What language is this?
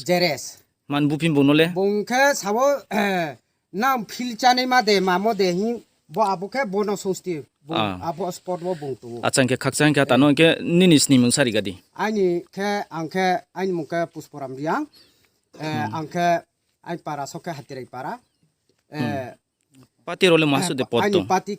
Riang (India)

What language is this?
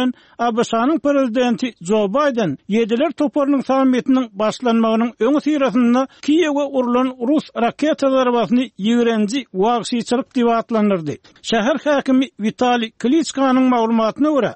Turkmen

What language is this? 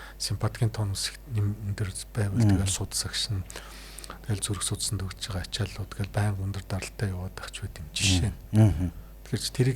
Mongolian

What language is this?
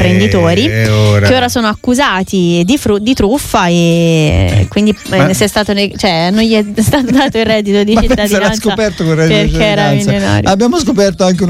Italian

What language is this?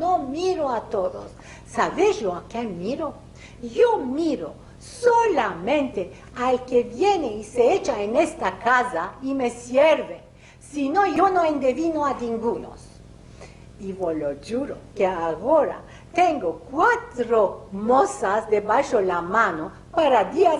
Ladino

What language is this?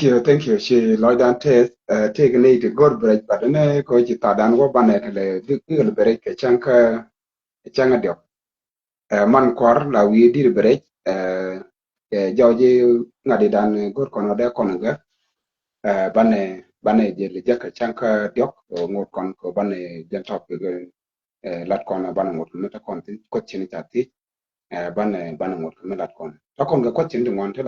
Nuer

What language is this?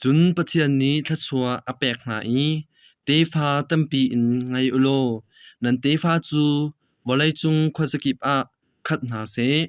Hakha Chin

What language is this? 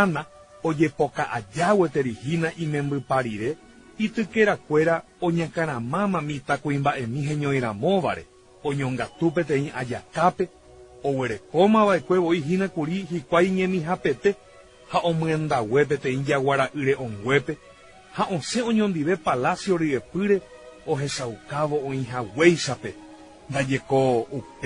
Guarani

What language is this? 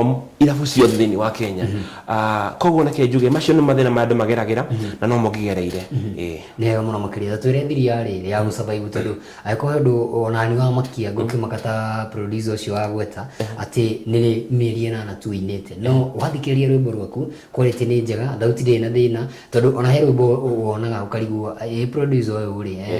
Kikuyu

